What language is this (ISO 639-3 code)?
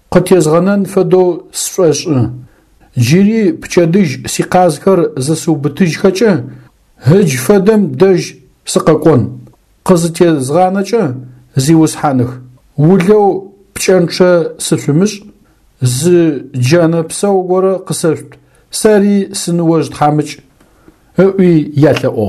ady